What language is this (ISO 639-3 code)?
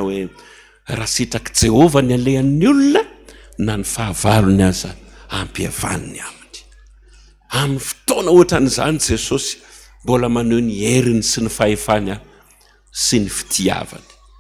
mlg